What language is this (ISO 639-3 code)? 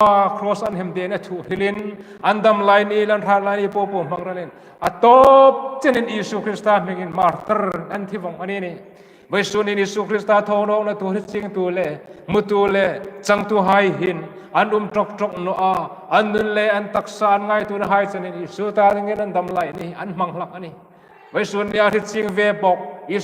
hmr